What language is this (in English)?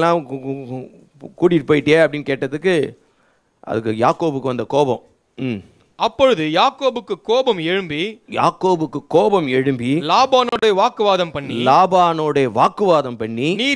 Tamil